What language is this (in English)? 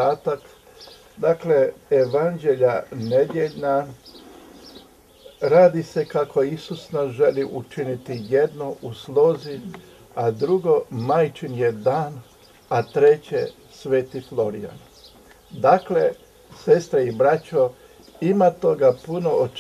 Croatian